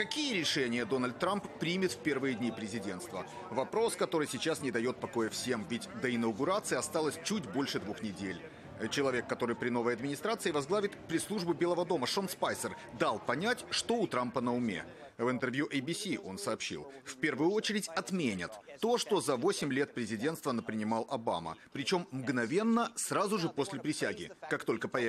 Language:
Russian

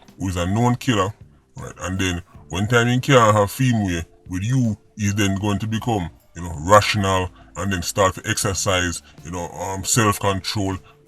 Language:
Jamaican Creole English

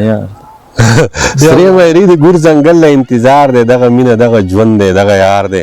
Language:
Pashto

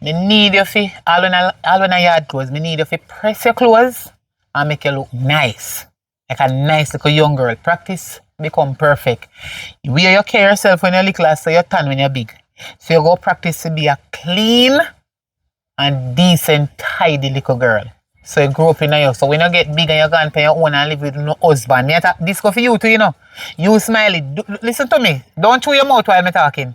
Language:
Jamaican Creole English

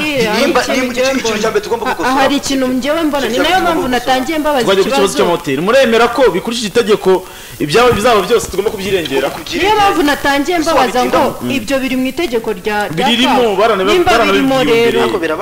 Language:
Kinyarwanda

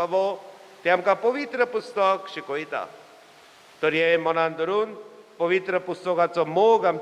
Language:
Konkani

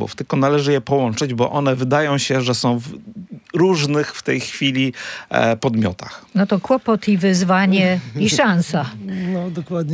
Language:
Polish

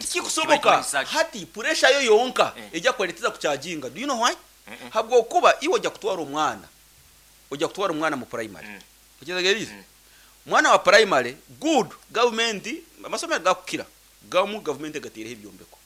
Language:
Nyankole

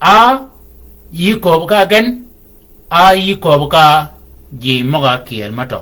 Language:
Shilluk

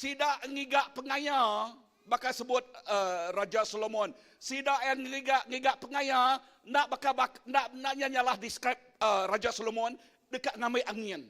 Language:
Iban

